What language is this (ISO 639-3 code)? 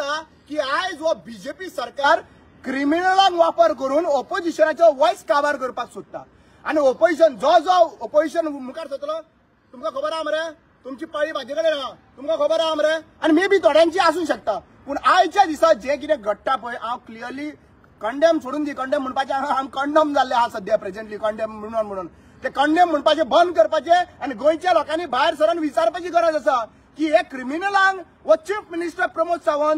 kok